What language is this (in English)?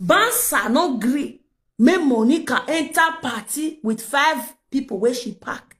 Nigerian Pidgin